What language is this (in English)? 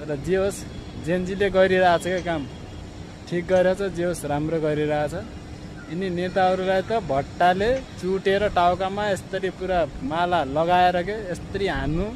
Nepali